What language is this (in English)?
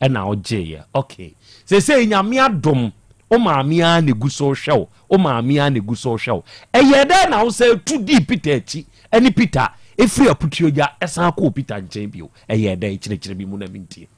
Akan